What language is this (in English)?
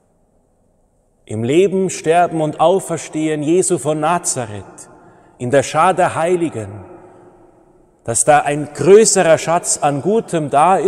German